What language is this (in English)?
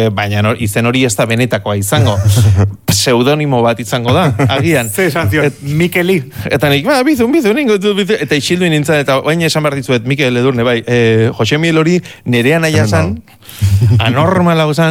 Basque